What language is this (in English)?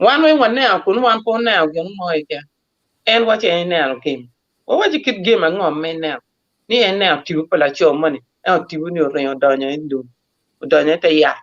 Acoli